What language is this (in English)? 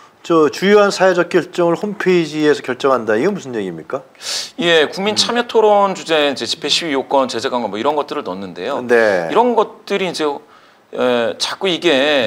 Korean